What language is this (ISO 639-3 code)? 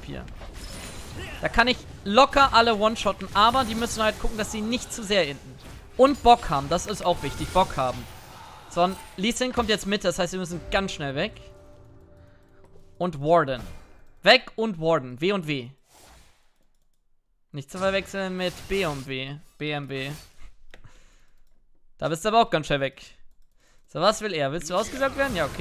deu